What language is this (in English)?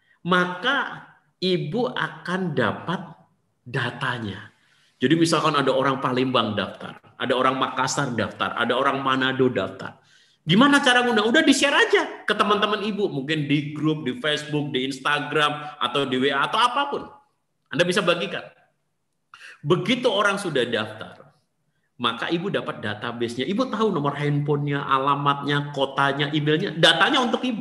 Indonesian